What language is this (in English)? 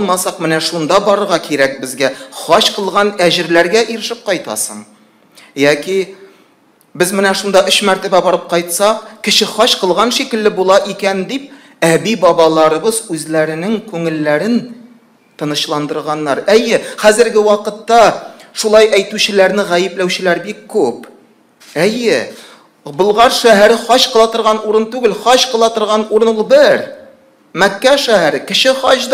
Tatar